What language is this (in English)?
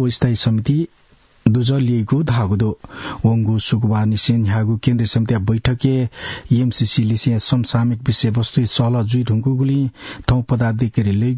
Newari